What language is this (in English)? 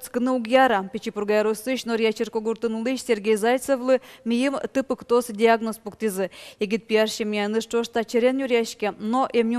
Udmurt